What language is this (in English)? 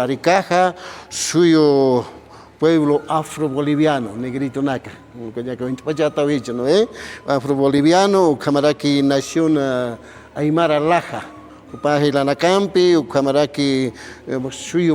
Aymara